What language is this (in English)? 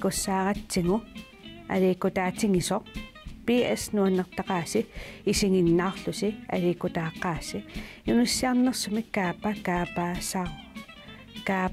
Kalaallisut